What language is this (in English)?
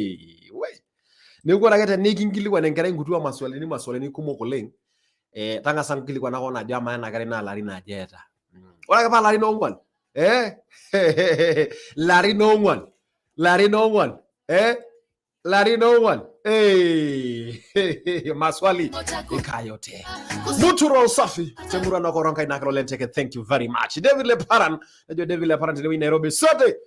Masai